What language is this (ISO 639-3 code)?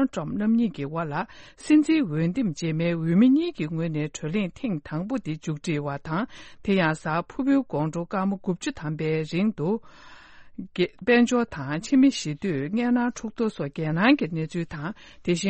bod